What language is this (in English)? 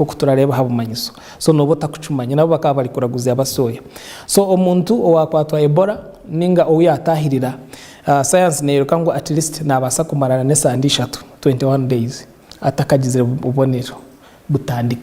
Nyankole